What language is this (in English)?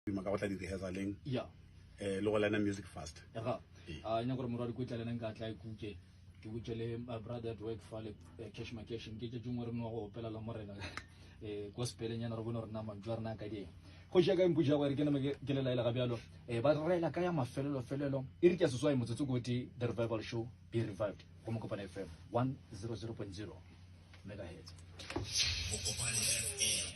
Northern Sotho